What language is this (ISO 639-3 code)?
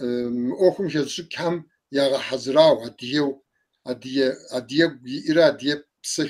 kbd